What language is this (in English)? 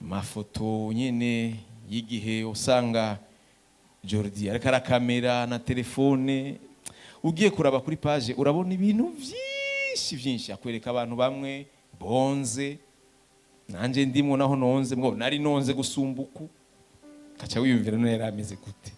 Rundi